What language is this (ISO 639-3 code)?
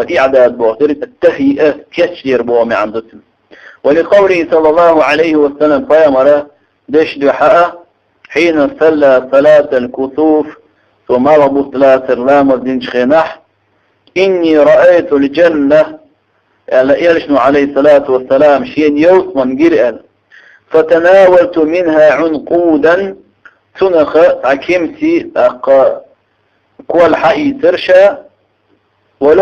che